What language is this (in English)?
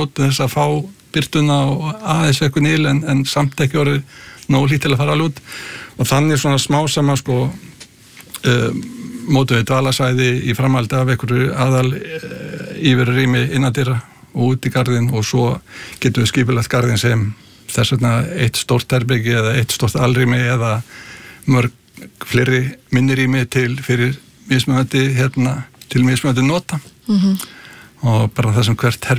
Icelandic